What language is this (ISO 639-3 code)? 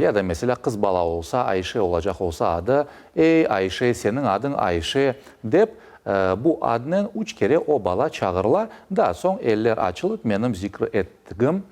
crh